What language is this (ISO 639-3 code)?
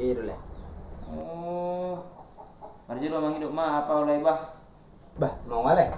bbc